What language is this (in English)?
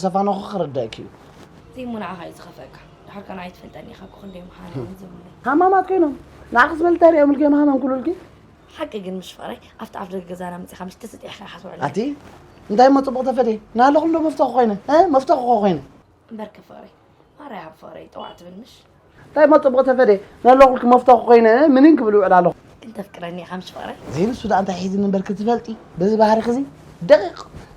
Tigrinya